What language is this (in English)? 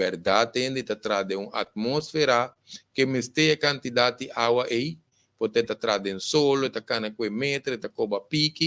Papiamento